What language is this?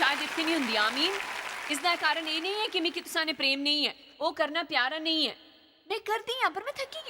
Dogri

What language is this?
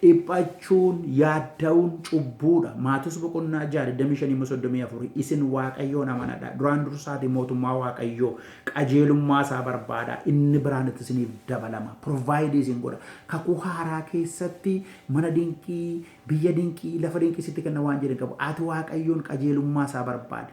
Oromo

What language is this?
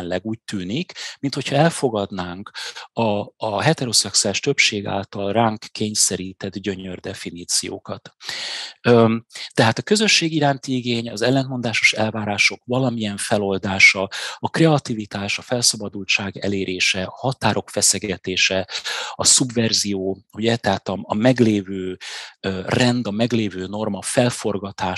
Hungarian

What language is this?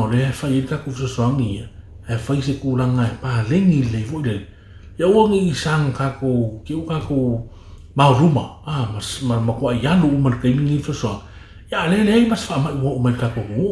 Samoan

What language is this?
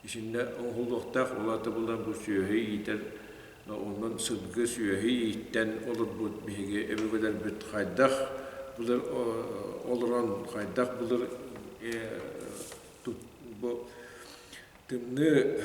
Yakut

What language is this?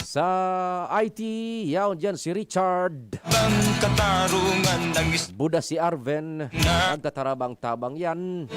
Bikol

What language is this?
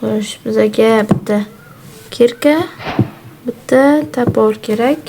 Uzbek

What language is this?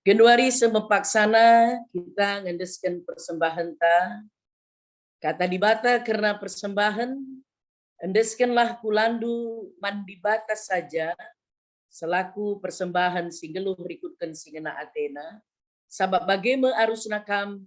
Batak Karo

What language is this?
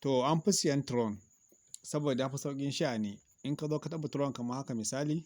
Hausa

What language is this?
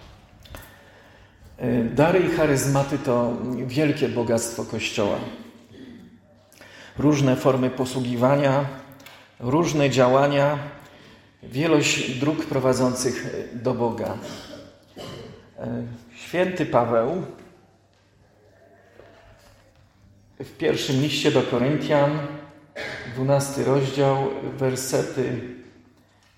Polish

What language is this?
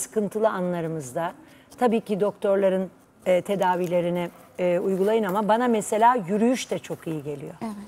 Turkish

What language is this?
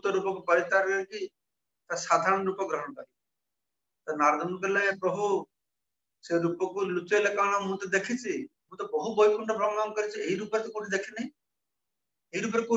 Odia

